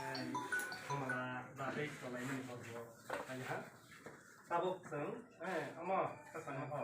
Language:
Kok Borok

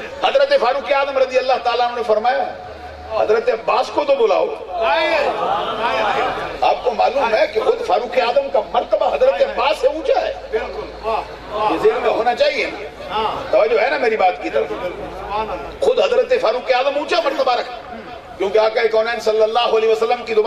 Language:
Urdu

